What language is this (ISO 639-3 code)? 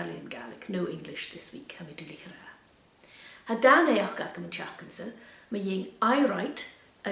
gla